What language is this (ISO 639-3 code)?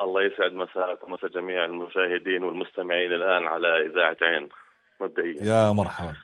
apc